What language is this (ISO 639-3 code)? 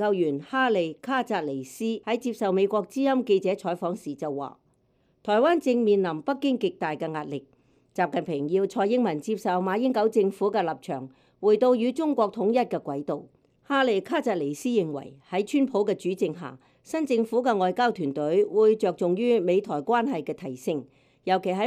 yue